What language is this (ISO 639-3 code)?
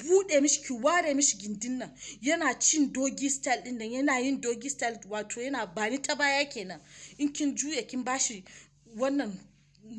hau